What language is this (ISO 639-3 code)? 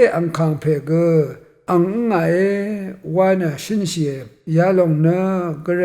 raw